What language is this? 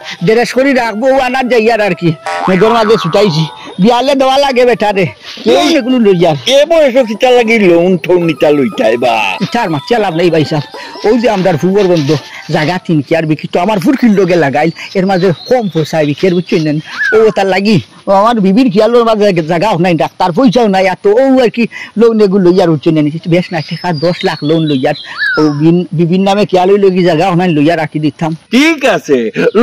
Sylheti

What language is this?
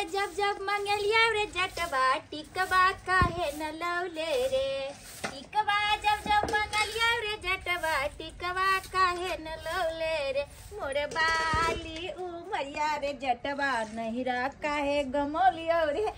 Maithili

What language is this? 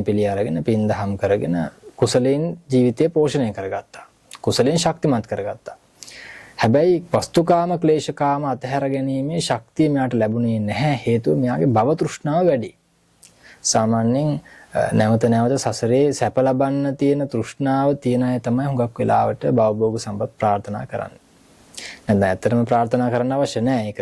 Sinhala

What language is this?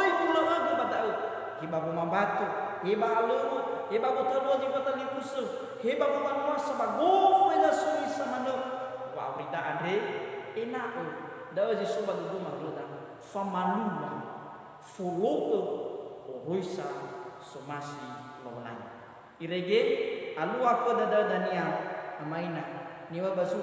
Nias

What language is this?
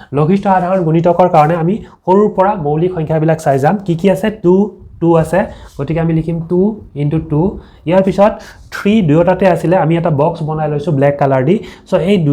Assamese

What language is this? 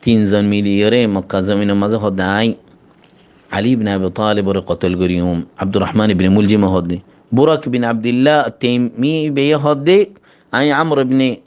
Rohingya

